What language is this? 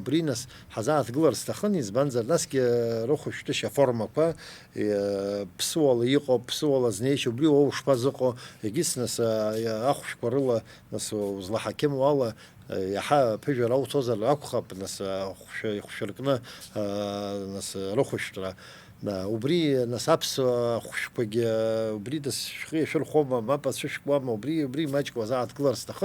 Abkhazian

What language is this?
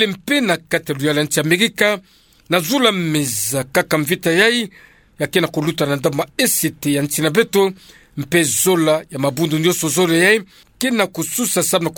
Kituba (Democratic Republic of Congo)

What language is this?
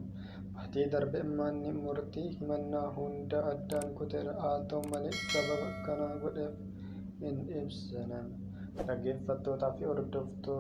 Oromo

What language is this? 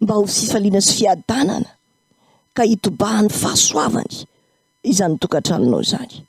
Malagasy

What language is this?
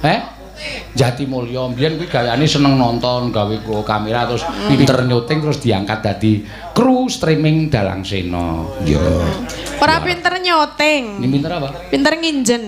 Javanese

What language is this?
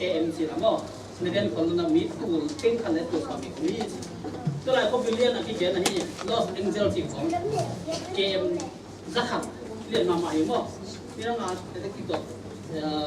Tedim Chin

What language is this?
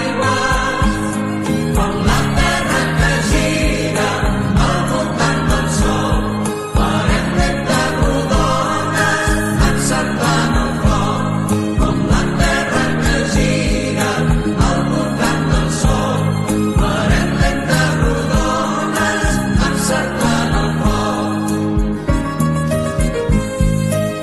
Catalan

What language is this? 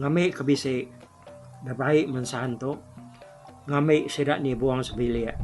Iban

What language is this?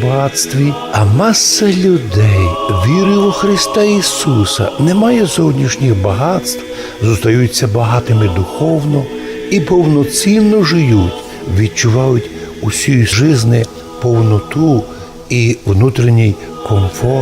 Rusyn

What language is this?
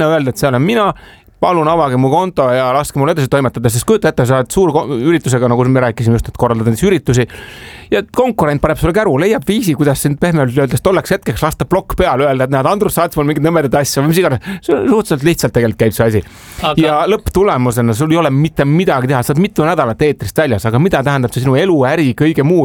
Estonian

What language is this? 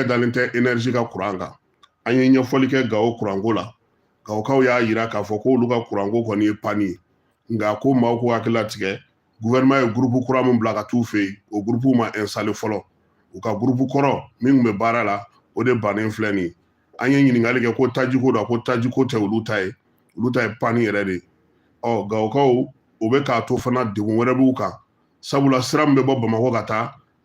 Bambara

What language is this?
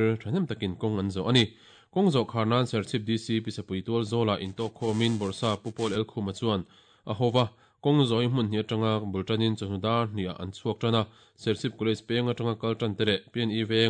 Mizo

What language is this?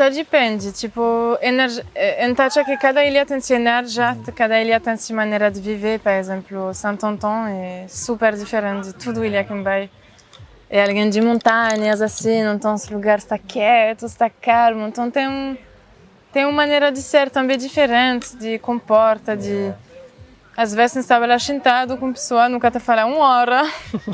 Kabuverdianu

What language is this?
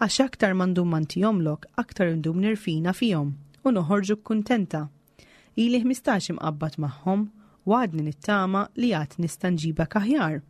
Maltese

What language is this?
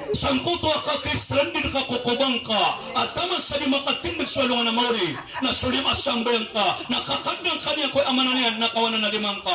Maranao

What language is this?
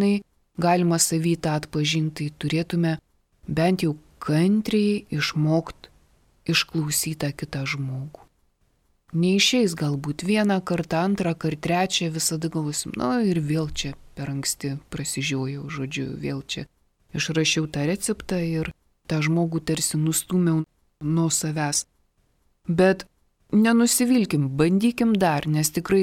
Lithuanian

